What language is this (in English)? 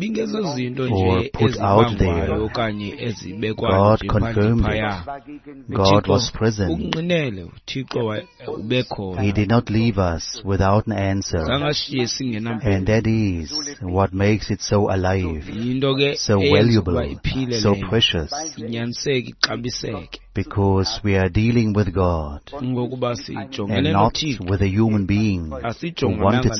Xhosa